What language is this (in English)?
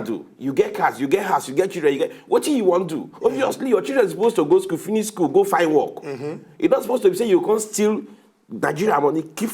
Nigerian Pidgin